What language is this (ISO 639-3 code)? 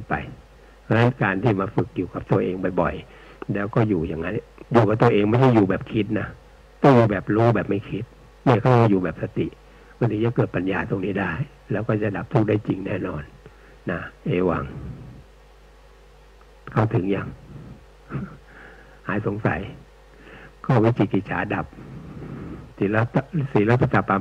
tha